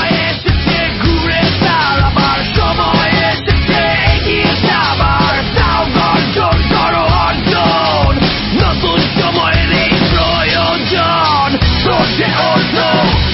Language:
Bangla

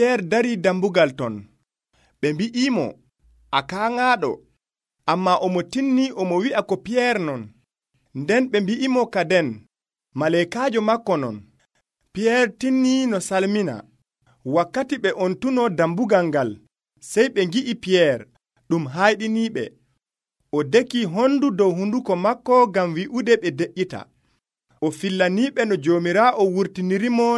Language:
Nigerian Fulfulde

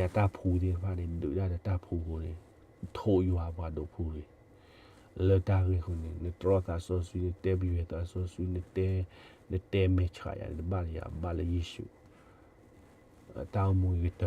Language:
S'gaw Karen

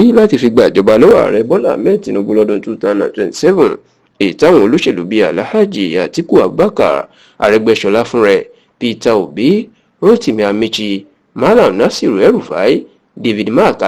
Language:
Yoruba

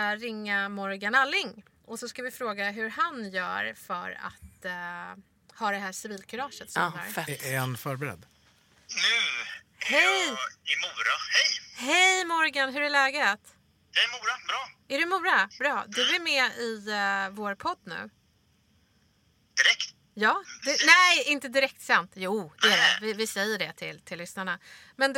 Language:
Swedish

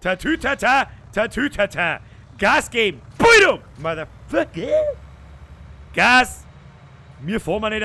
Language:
Bavarian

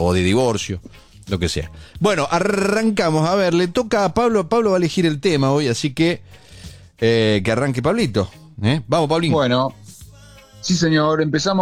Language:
Spanish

